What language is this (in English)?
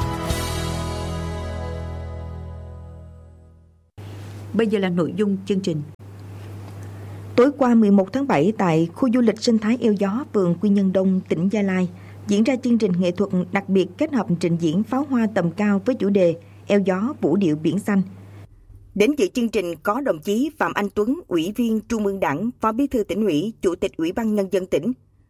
Vietnamese